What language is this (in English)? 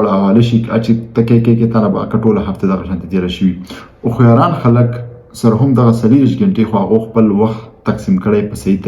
Pashto